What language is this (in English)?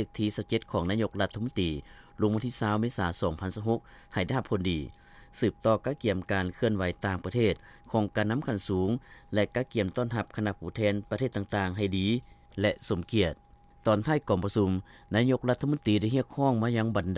Lao